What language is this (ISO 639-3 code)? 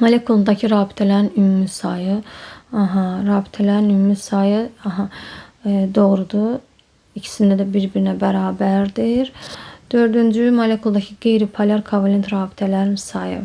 aze